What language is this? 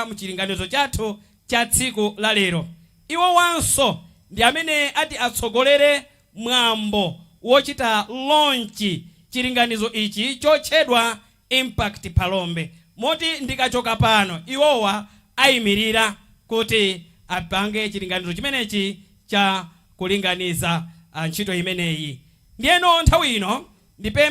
Nyanja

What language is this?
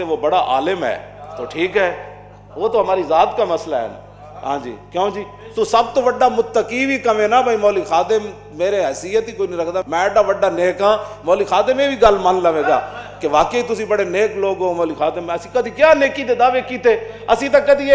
Western Panjabi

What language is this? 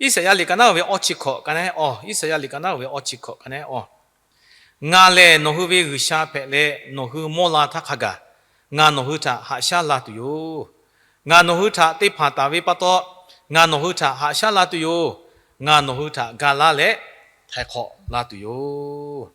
Lahu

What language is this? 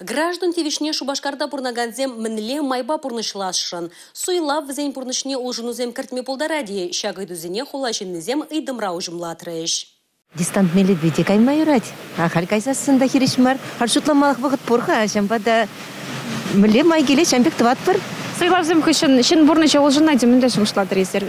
Chuvash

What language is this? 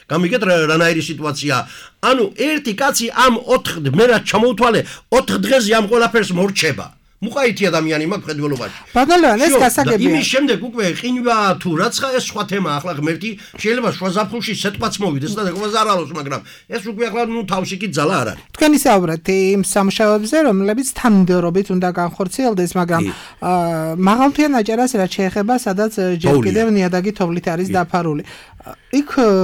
Georgian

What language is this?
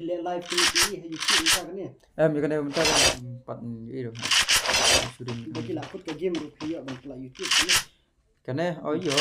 Khasi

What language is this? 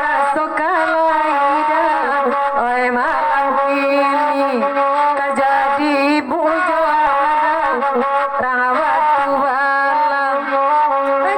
Minangkabau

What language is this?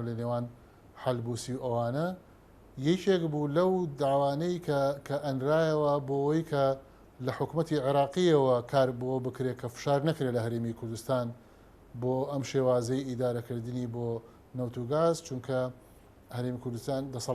Central Kurdish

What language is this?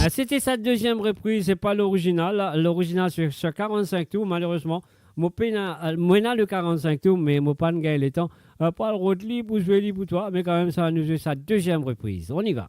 Morisyen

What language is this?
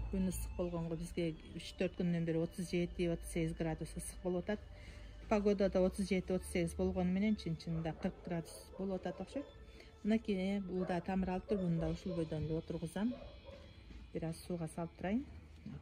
Kyrgyz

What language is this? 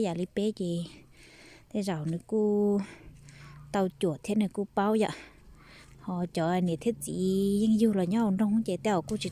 Hmong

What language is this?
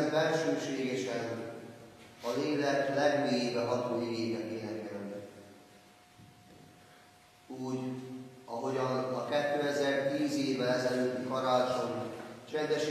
Hungarian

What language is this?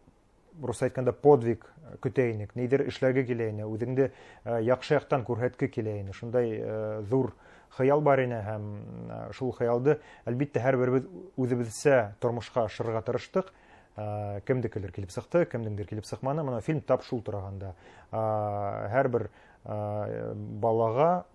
Bashkir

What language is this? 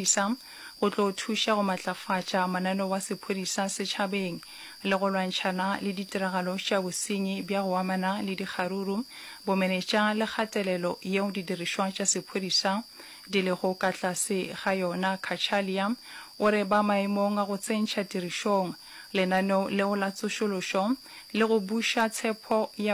Northern Sotho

